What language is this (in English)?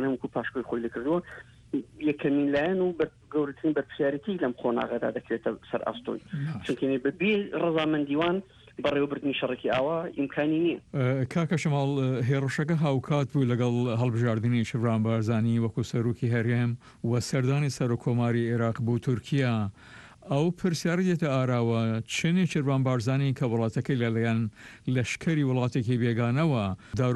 Central Kurdish